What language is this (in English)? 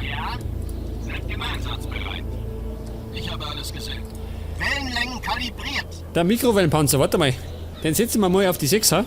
Bavarian